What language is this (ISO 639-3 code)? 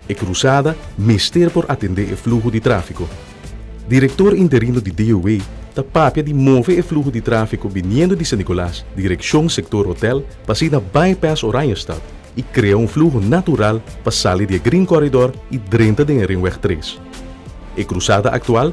pap